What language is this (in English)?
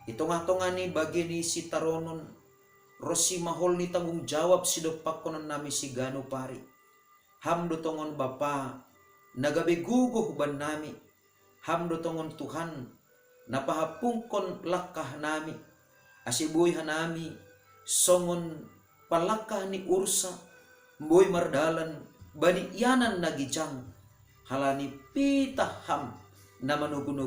Batak Simalungun